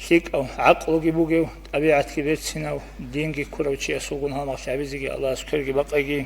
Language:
Avaric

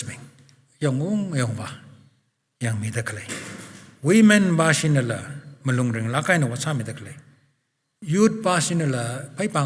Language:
Tangkhul Naga (India)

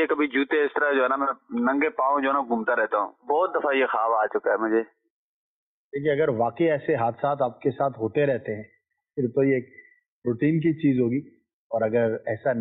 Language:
Urdu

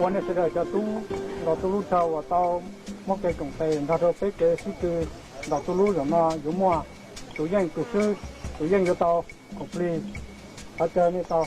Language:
Hmong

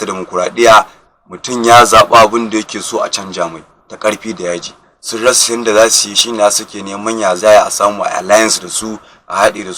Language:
Hausa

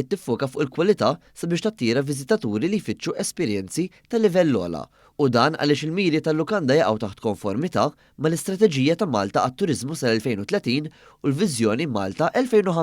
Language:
Maltese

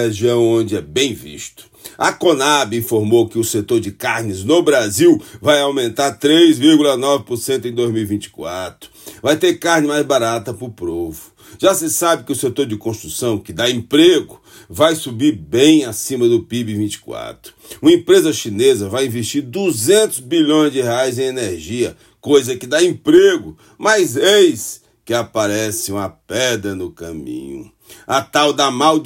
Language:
Portuguese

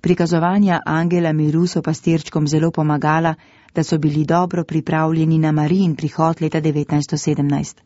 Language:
Slovenian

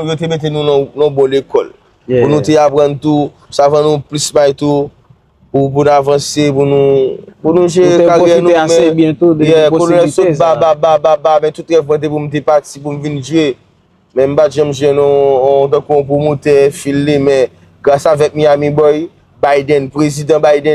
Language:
Haitian Creole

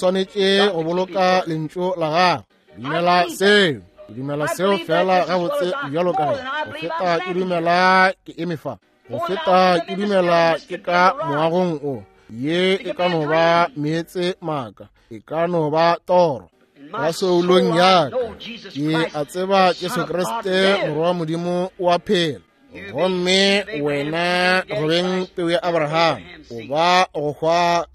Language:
Northern Sotho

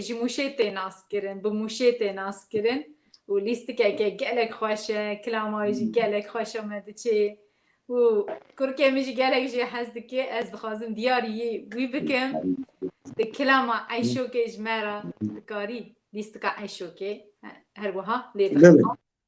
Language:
Kurdish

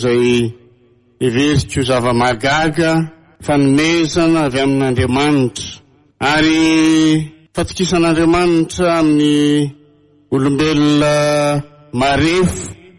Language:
Malagasy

